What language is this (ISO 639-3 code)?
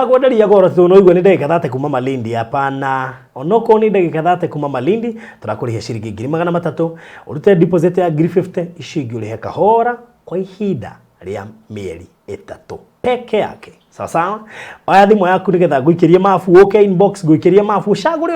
kik